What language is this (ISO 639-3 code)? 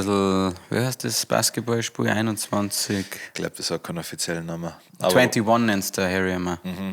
bar